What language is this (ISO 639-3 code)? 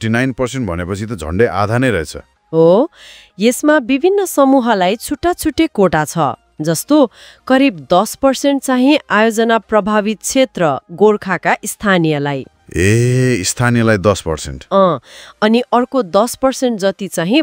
nep